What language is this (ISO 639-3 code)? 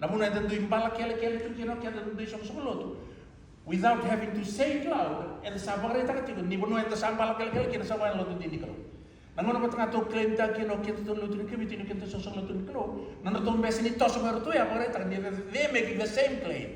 fij